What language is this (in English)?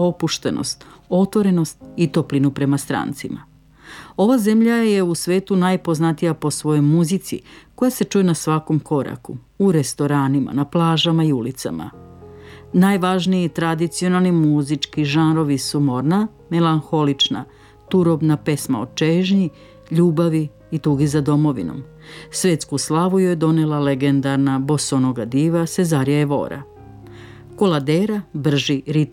Serbian